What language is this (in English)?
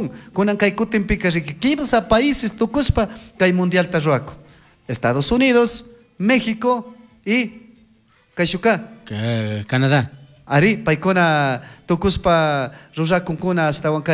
Chimborazo Highland Quichua